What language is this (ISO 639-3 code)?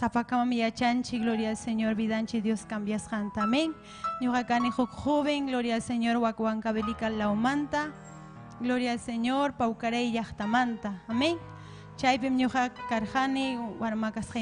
quy